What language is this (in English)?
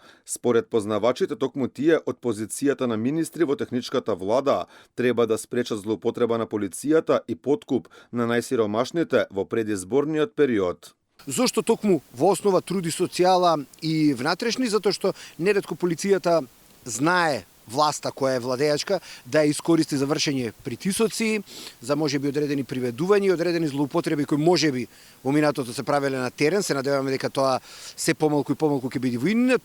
Macedonian